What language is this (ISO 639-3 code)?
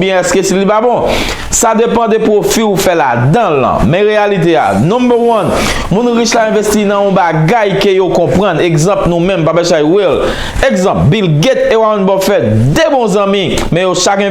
hat